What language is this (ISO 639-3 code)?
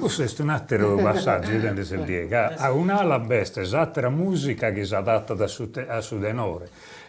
srd